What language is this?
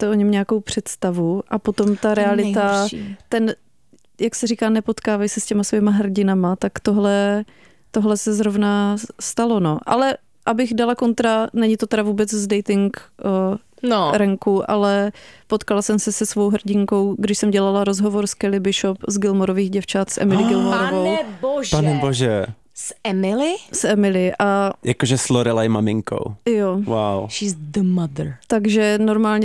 Czech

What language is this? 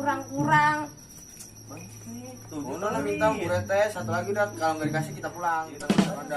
Betawi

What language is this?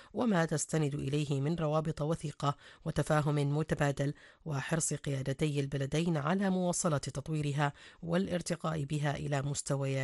Arabic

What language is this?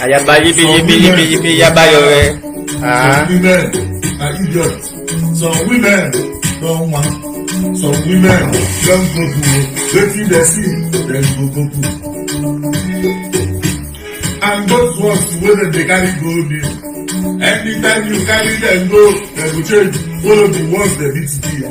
Nigerian Pidgin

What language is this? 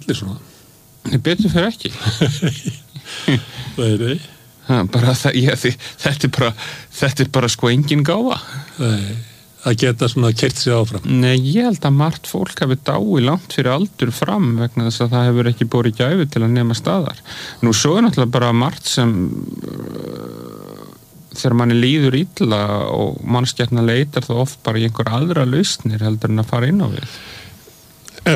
Icelandic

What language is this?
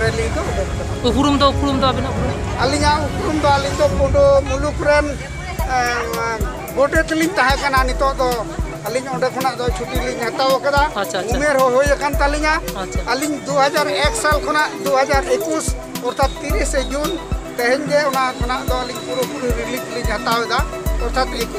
Santali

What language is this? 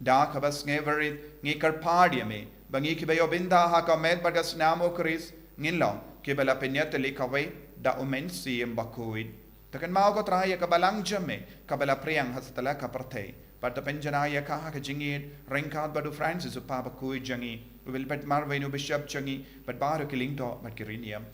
Khasi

